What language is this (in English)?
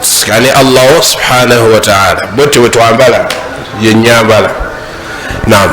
Ganda